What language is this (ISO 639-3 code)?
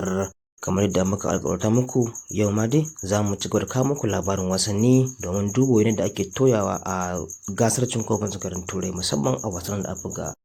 hau